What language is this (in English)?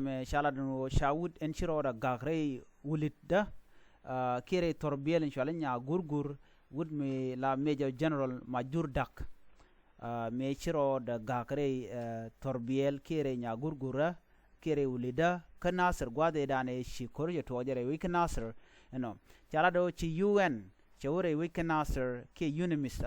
Nuer